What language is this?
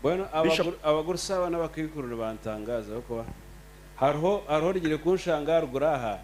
Nyankole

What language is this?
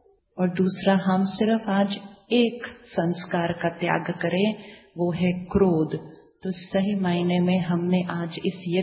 Hindi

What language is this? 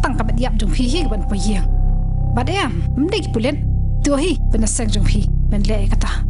Khasi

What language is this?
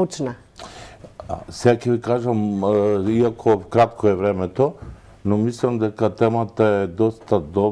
Macedonian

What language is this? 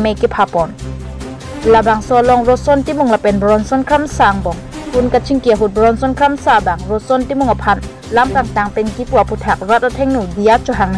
Karbi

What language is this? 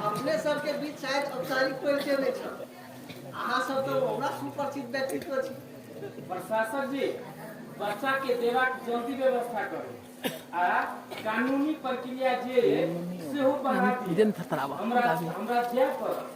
Maithili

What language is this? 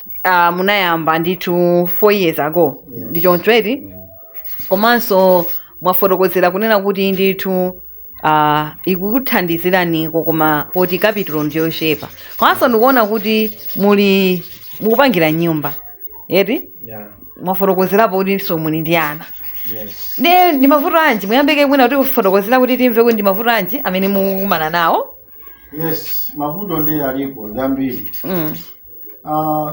Nyanja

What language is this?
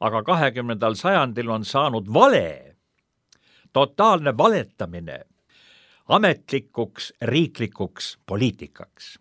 Estonian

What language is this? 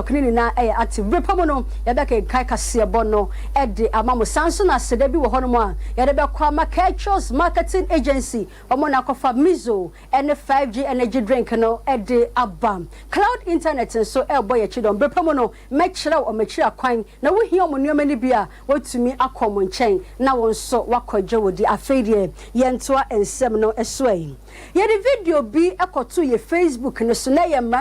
Akan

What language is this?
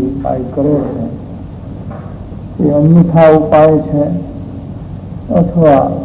Gujarati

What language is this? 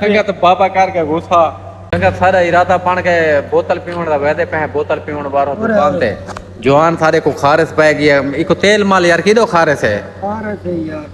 Saraiki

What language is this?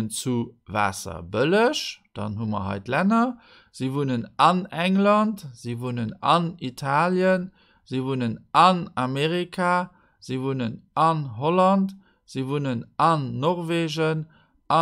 Luxembourgish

